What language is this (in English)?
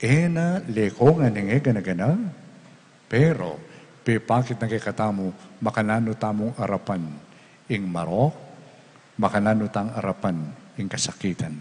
Pampanga